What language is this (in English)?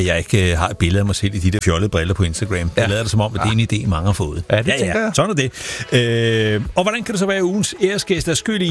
Danish